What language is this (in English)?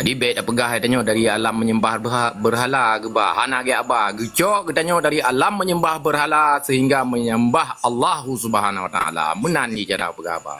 Achinese